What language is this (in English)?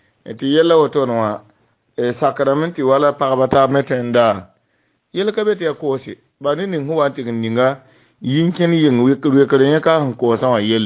Mossi